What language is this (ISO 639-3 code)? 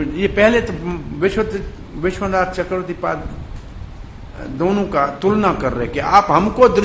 hin